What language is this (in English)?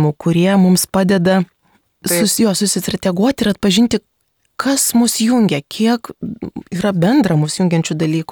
Lithuanian